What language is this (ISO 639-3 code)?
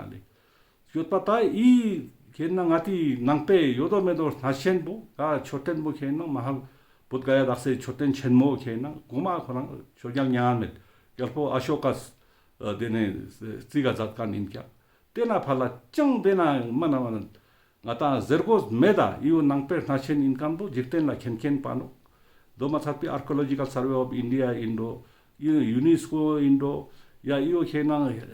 lbj